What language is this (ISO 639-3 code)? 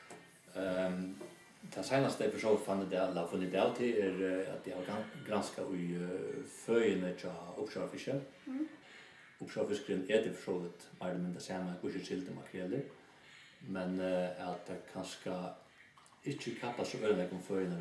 fao